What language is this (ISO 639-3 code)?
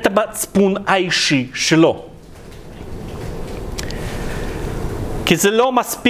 heb